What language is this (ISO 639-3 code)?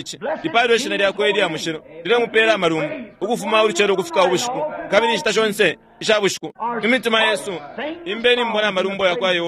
bem